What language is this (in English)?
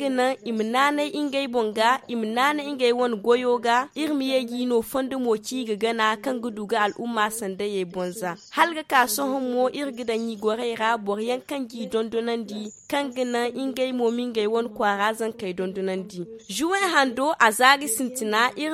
Zarma